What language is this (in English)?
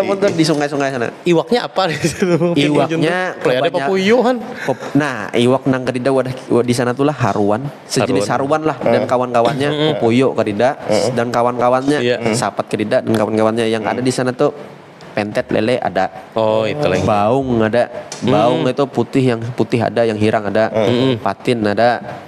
Banjar